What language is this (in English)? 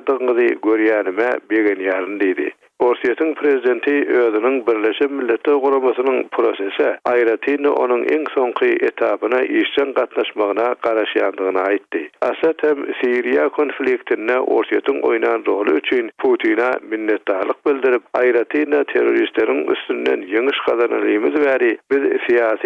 Turkmen